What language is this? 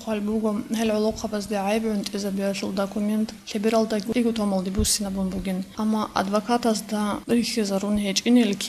Avaric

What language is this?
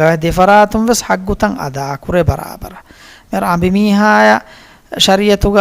Divehi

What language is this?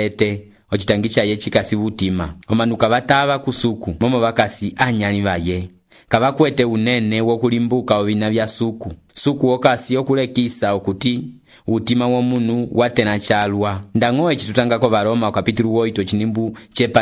Umbundu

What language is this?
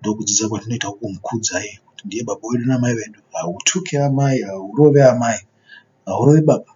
Shona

